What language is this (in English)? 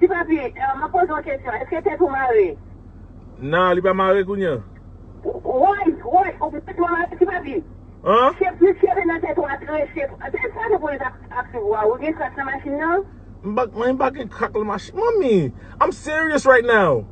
Haitian Creole